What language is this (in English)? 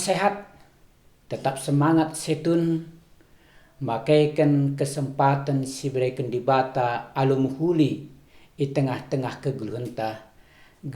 Batak Karo